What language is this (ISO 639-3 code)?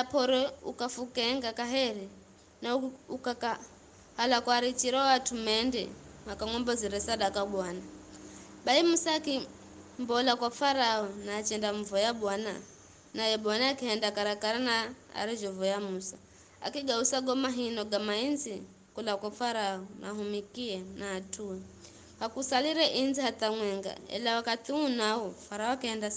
nyf